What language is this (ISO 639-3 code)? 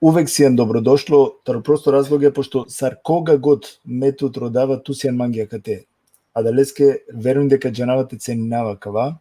rmn